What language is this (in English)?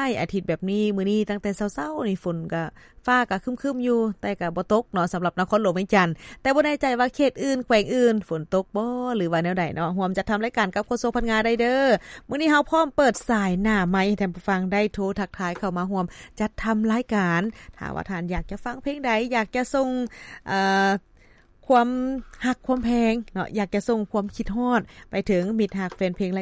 Lao